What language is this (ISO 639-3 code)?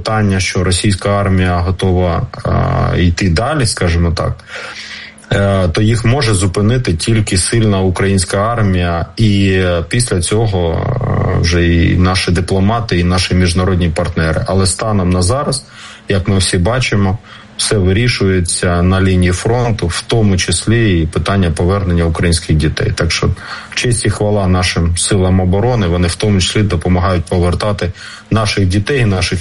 ukr